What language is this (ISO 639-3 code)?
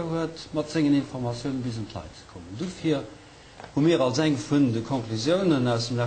ltz